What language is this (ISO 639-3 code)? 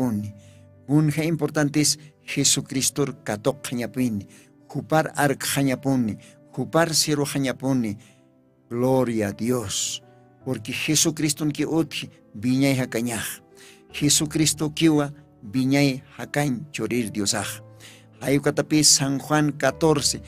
aym